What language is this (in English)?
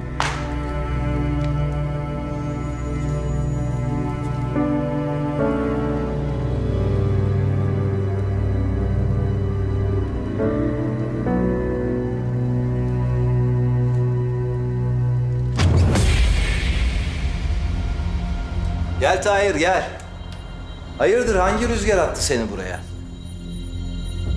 Turkish